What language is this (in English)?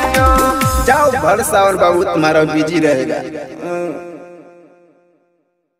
Bhojpuri